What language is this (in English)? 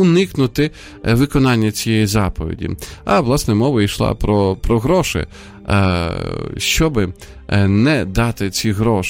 Ukrainian